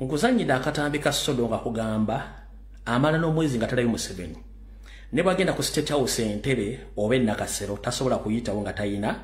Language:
Ganda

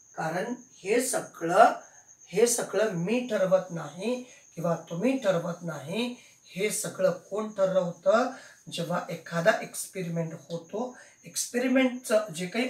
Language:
Marathi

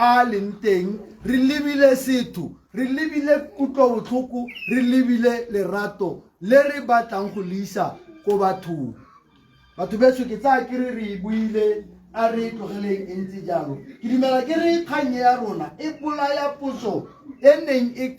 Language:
Tswana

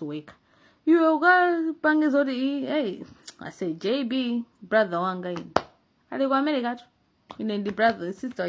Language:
Nyanja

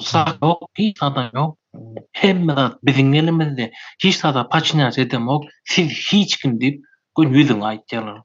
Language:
Turkmen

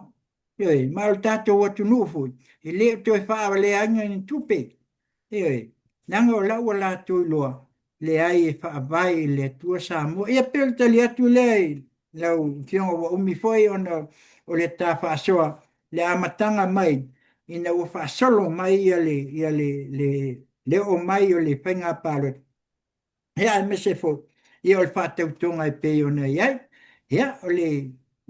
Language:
Samoan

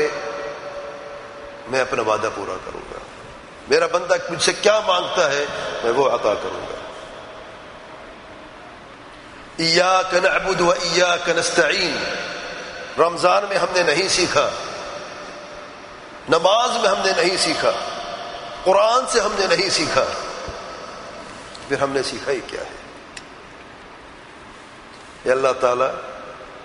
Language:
Urdu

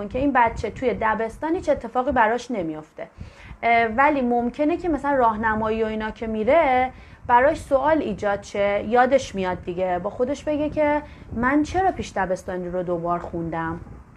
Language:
Persian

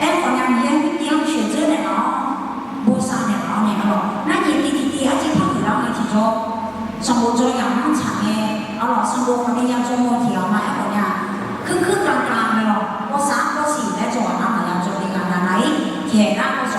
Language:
Akha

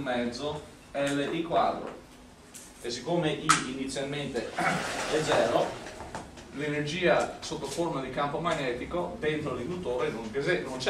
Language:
Italian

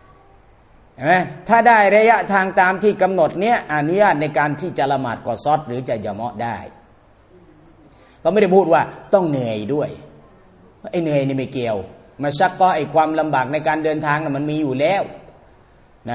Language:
Thai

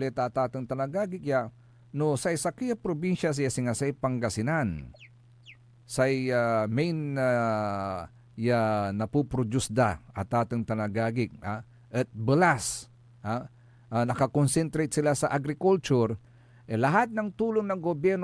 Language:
Pangasinan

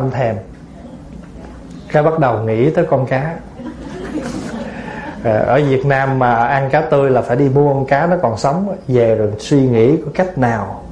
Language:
Vietnamese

